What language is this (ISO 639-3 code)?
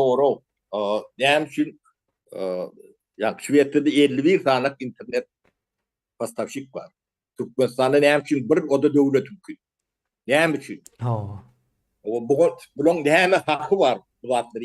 tuk